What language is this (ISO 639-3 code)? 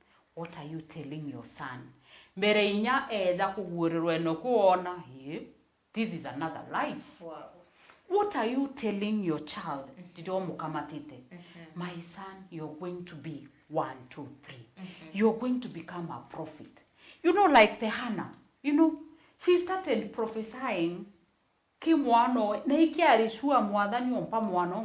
mer